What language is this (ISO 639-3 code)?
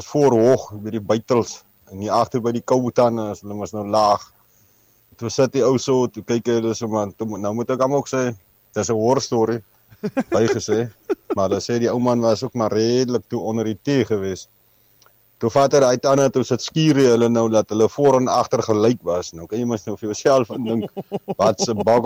afr